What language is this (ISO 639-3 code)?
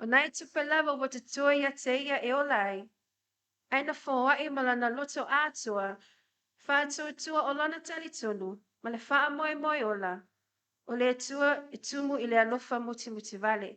smo